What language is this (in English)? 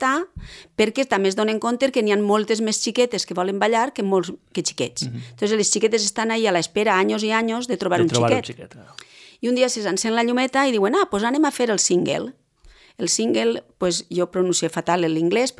Catalan